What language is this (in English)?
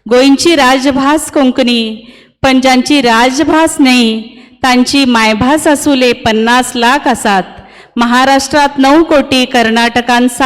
Konkani